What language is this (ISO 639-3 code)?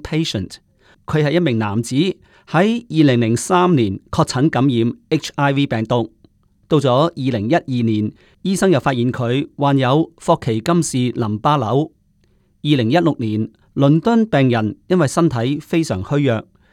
yue